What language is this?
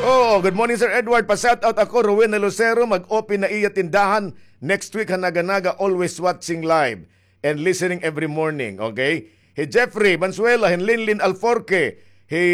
Waray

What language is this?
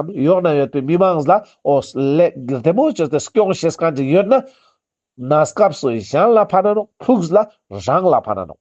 Ladakhi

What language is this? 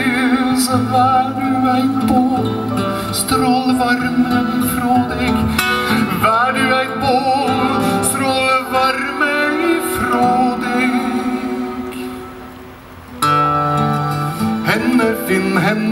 Norwegian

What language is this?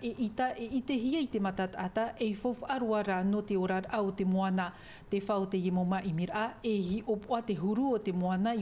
Tahitian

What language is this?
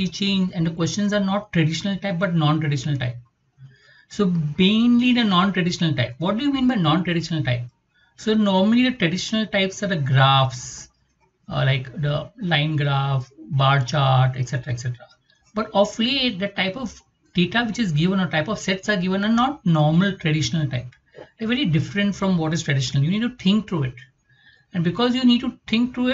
English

